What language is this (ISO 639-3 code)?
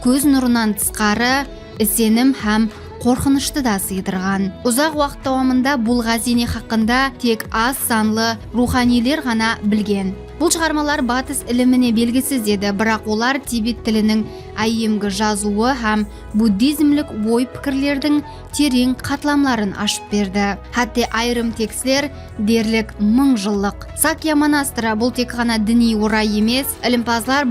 kaa